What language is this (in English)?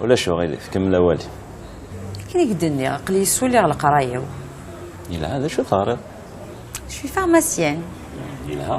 Kabyle